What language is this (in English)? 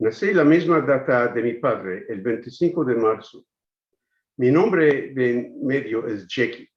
Ladino